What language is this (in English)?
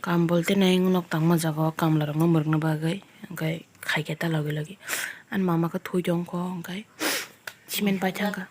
Kok Borok